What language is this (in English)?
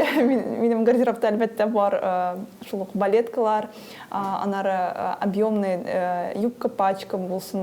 Tatar